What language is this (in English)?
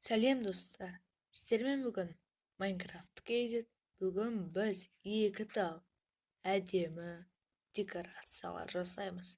Kazakh